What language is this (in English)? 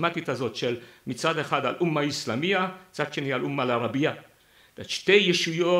Hebrew